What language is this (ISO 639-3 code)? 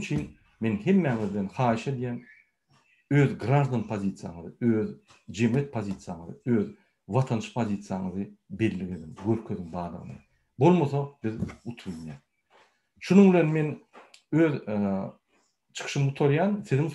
tuk